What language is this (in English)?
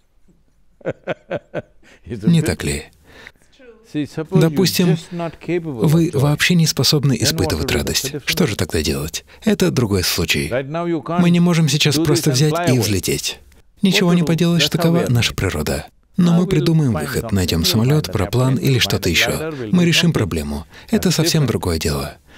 Russian